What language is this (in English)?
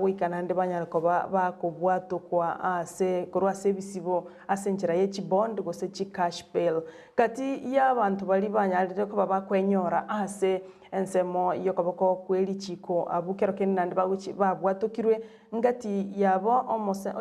Gusii